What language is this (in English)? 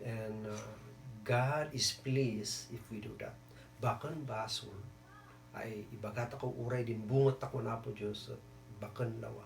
Kankanaey